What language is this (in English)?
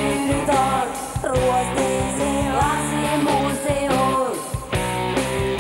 Finnish